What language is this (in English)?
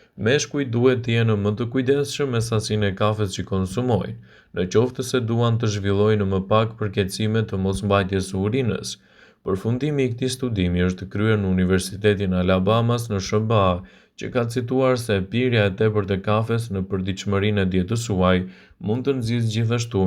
Albanian